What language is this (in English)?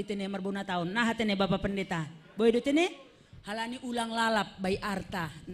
Batak Simalungun